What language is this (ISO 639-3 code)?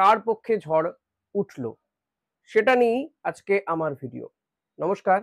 ben